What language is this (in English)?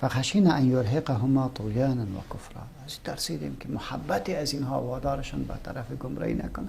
Persian